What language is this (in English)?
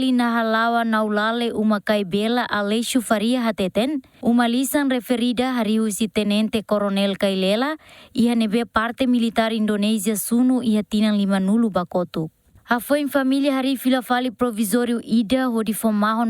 Tetum